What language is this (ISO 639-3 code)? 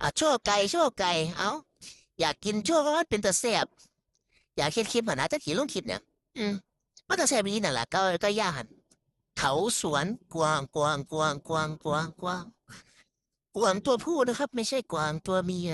tts